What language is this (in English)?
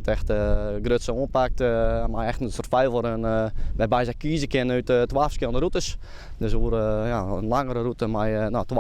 Western Frisian